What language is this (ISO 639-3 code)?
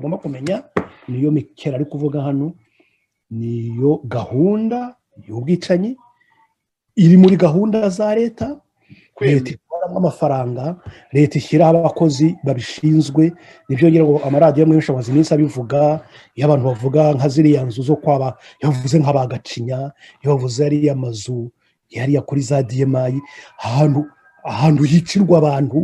kin